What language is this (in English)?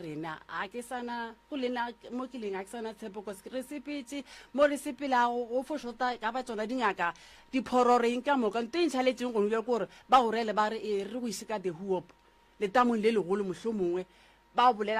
Northern Sotho